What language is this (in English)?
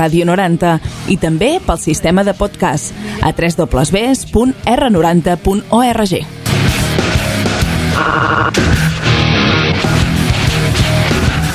Catalan